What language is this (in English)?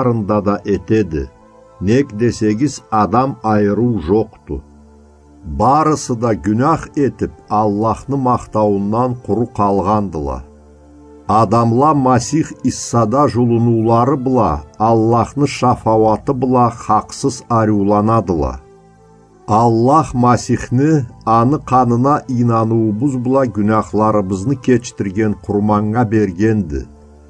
Karachay-Balkar